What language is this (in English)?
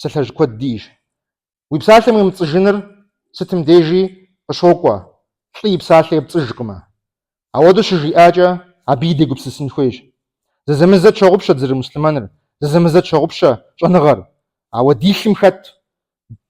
Kabardian